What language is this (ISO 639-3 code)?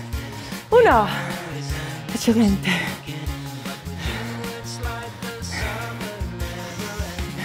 ita